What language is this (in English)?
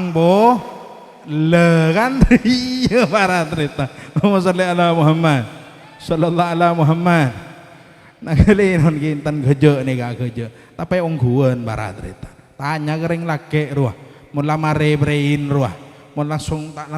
Madurese